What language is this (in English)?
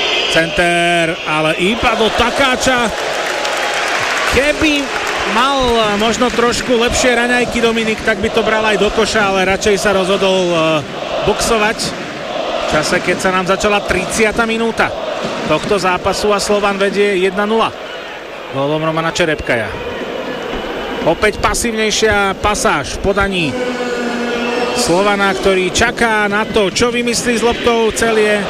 Slovak